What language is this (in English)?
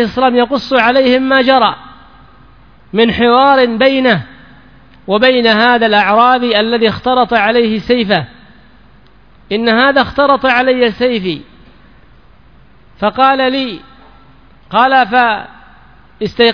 Arabic